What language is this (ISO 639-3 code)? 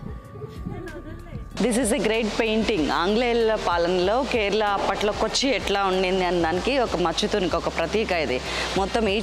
tel